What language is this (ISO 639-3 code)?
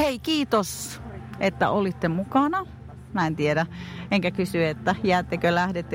fin